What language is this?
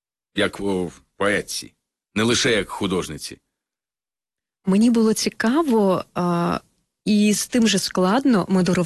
Ukrainian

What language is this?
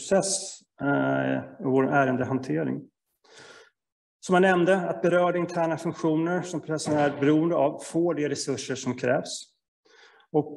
Swedish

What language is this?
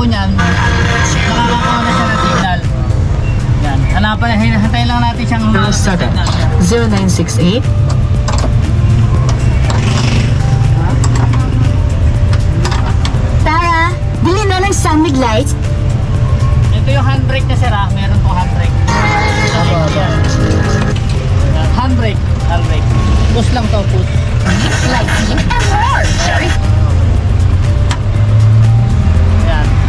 Filipino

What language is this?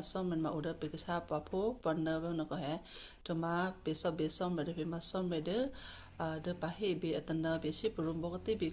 Western Kayah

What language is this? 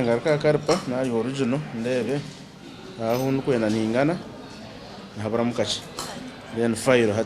Nyankole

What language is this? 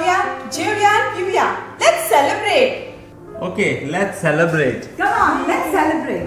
Konkani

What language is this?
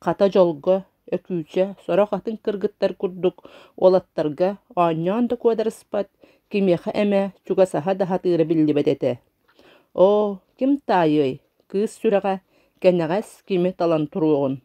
Yakut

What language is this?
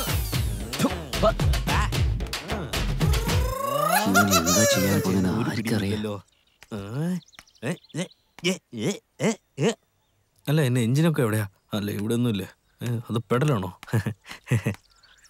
Malayalam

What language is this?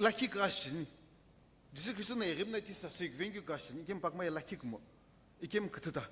Sumi Naga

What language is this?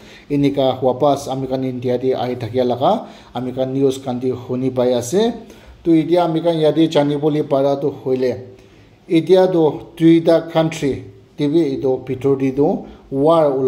Naga Pidgin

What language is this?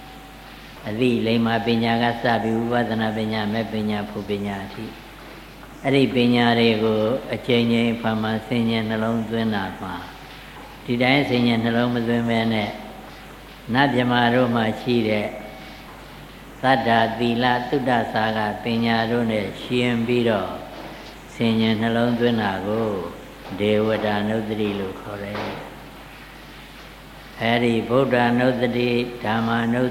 Burmese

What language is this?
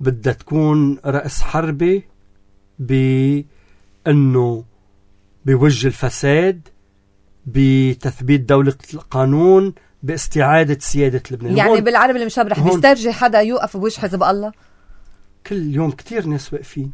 North Levantine Arabic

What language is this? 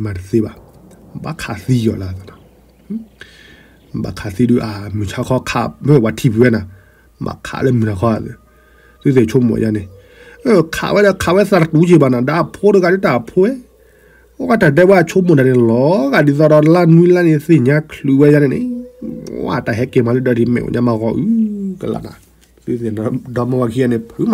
S'gaw Karen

